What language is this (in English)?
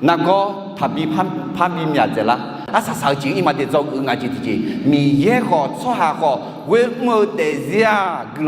Akha